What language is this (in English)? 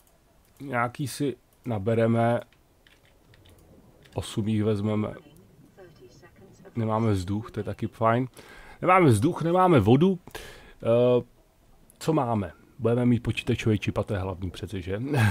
Czech